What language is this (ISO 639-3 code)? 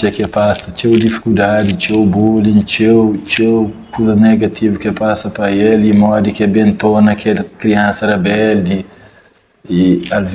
kea